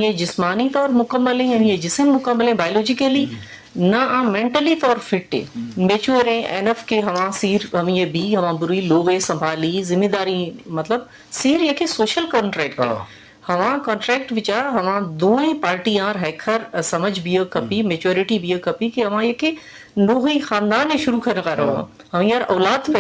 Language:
Eastern Balochi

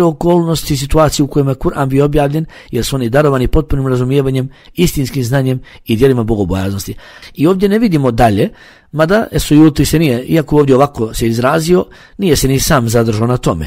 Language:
Bosnian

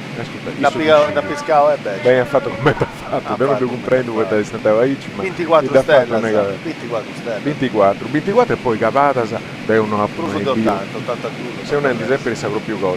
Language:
Sardinian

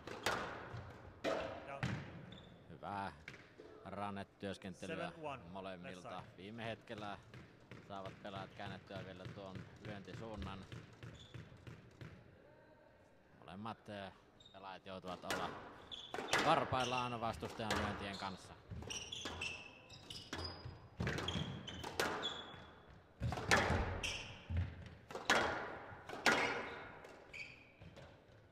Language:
Finnish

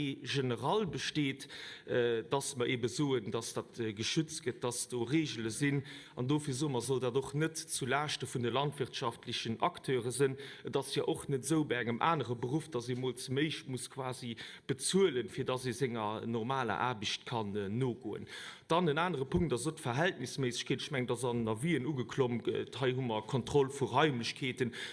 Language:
Luxembourgish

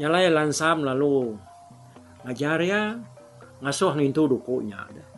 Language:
Iban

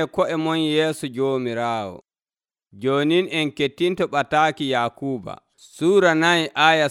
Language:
Nigerian Fulfulde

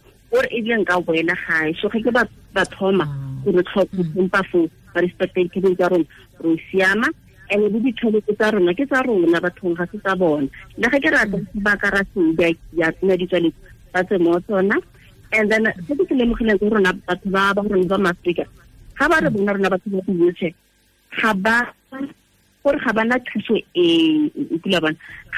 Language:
Tswana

